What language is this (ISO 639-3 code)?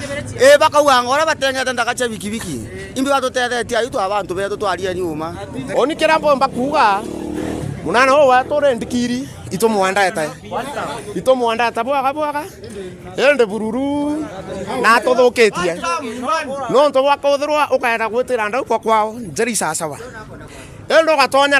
mer